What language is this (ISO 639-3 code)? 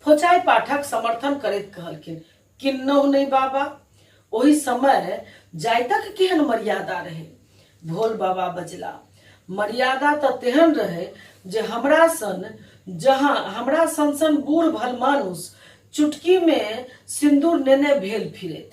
mai